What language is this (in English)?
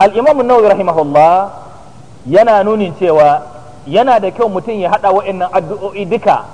Hausa